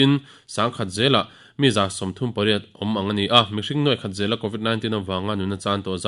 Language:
Mizo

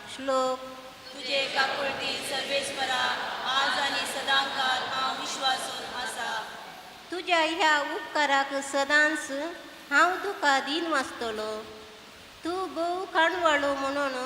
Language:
Konkani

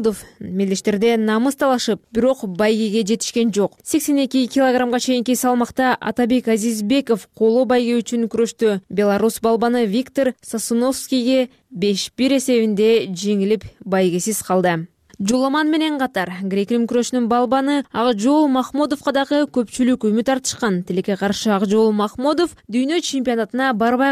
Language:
Kyrgyz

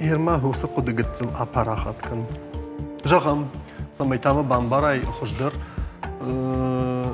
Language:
Ossetic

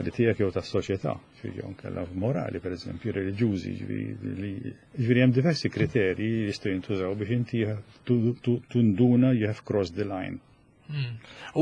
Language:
Maltese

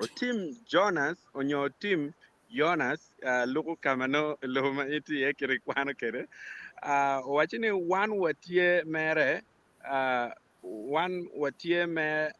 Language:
Acoli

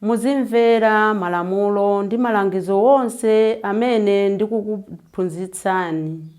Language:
Nyanja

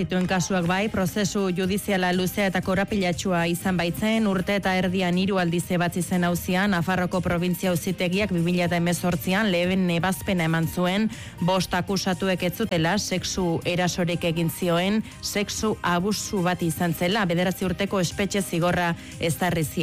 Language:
Basque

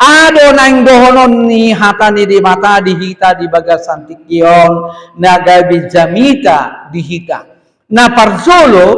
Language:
Batak Toba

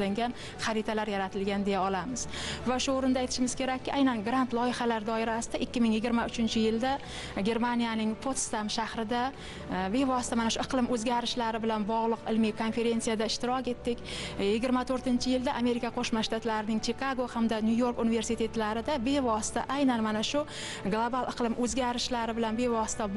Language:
Uzbek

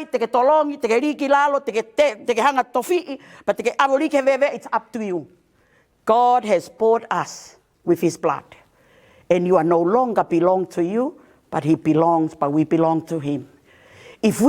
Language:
Tongan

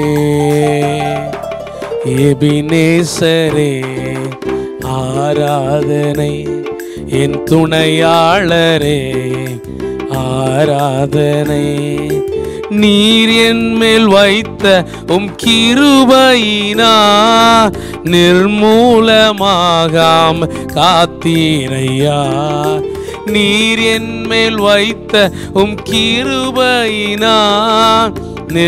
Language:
Tamil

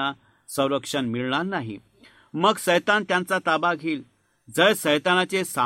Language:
Marathi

